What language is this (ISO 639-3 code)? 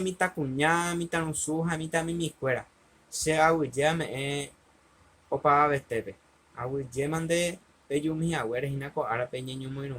grn